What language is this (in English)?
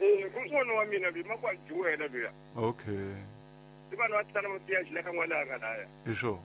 Tsonga